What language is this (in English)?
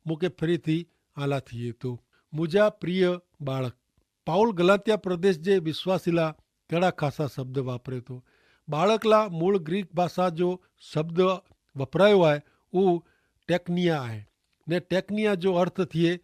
Kachhi